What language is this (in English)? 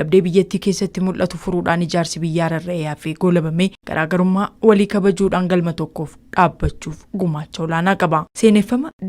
Oromo